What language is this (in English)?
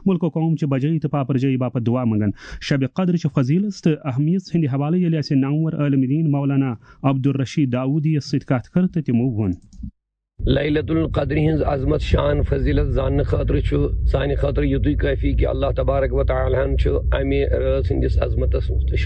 Kashmiri